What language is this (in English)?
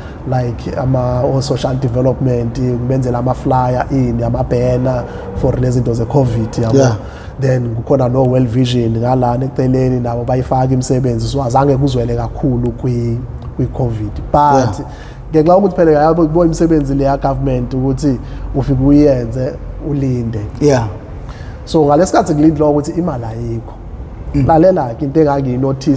Zulu